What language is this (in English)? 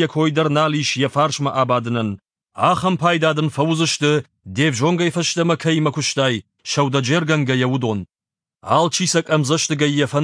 Ossetic